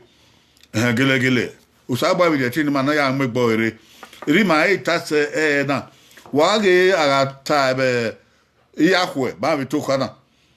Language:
Bini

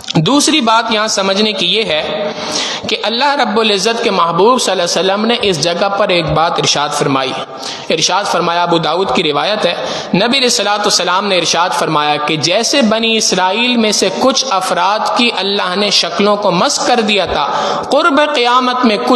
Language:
Urdu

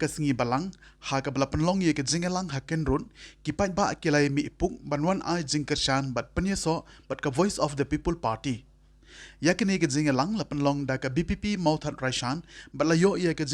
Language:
Khasi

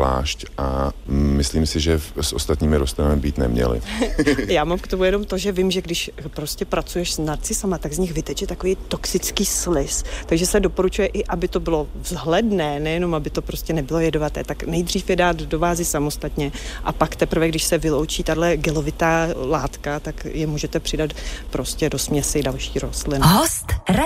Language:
Czech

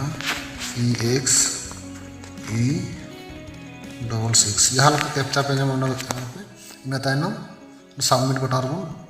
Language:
Santali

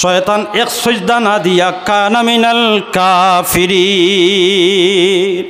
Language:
Sylheti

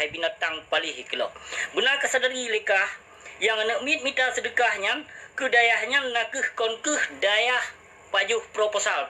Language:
Achinese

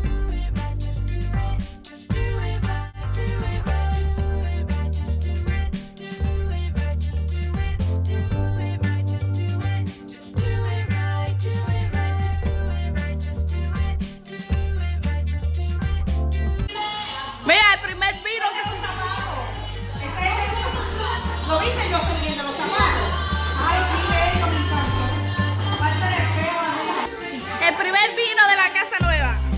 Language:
Spanish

